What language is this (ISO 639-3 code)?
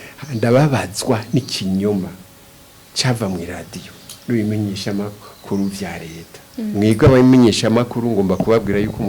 run